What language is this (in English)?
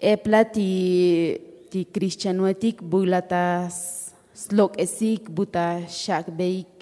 Tzotzil